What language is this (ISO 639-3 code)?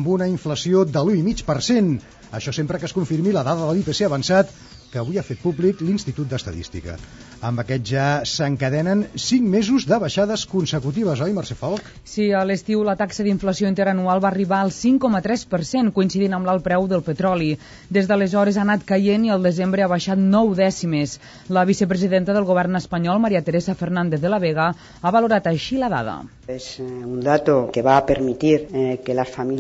cat